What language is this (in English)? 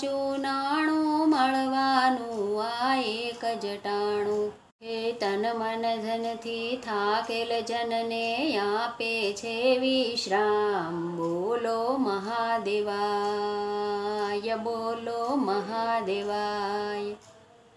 Gujarati